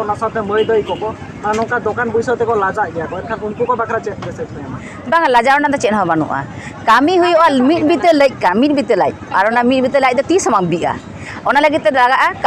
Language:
Santali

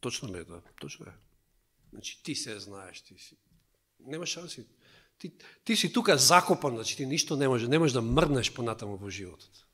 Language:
Macedonian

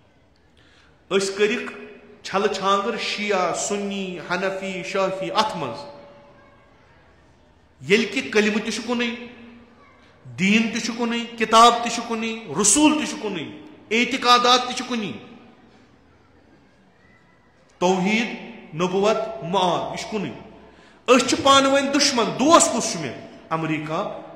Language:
Kashmiri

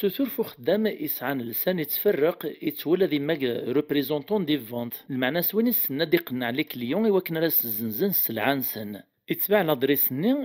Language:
Kabyle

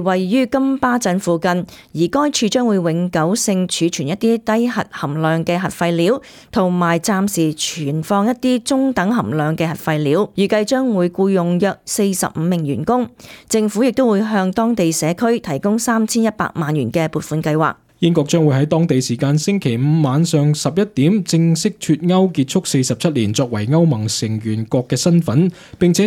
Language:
Cantonese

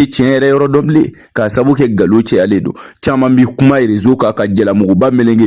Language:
Bambara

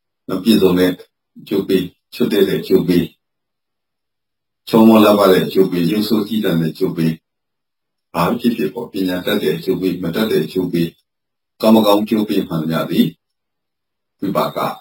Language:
Burmese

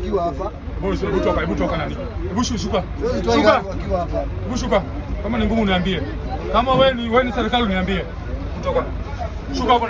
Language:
Swahili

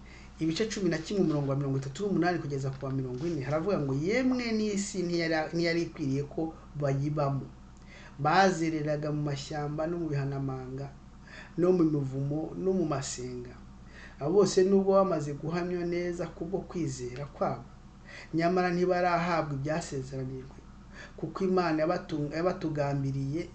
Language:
Kinyarwanda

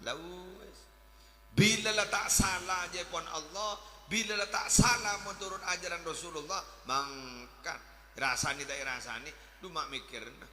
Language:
Madurese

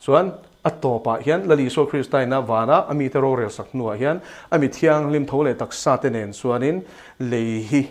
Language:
Mizo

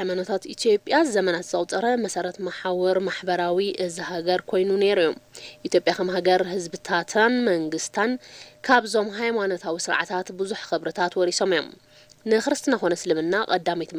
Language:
Tigrinya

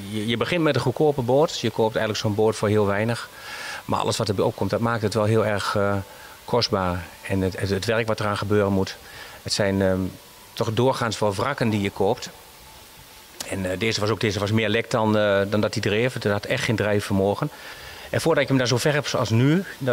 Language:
Dutch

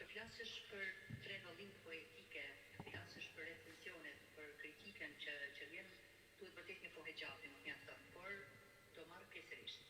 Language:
Albanian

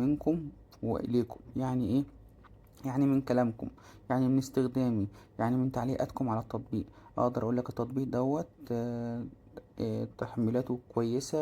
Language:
Egyptian Arabic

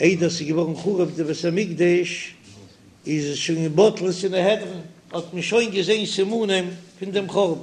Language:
Yiddish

